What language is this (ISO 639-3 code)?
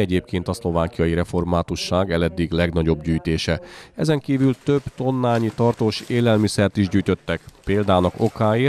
hun